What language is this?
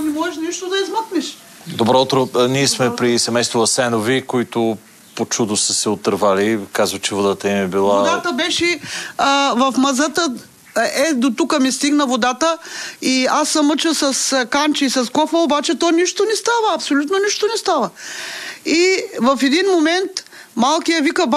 Bulgarian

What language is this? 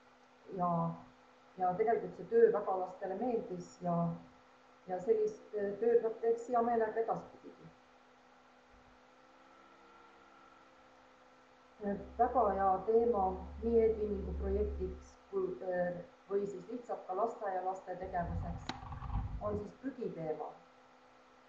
Estonian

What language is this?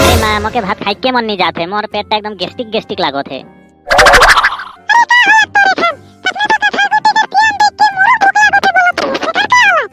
Sadri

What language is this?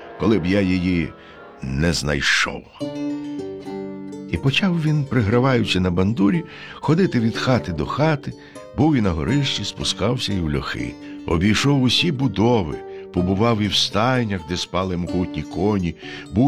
Ukrainian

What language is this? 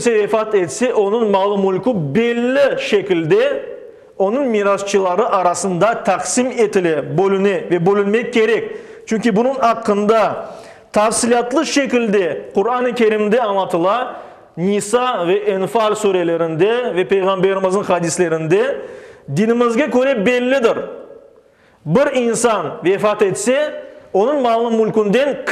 Crimean Tatar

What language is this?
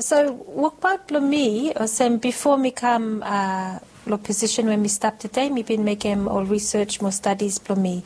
Bislama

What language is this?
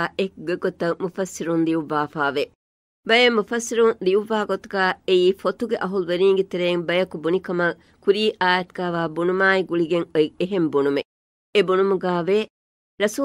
Divehi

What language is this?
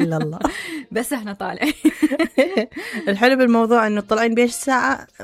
Mesopotamian Arabic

